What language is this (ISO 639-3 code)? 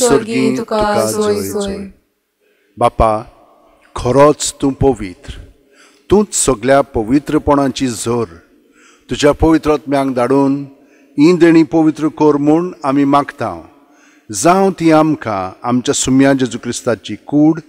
kok